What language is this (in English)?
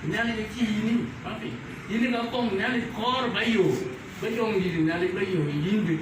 Dinka